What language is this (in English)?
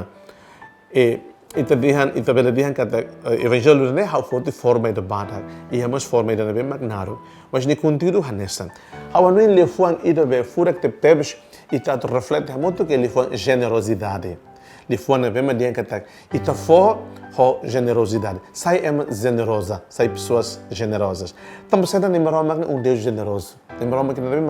Tetum